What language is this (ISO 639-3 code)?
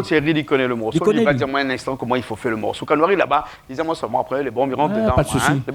rcf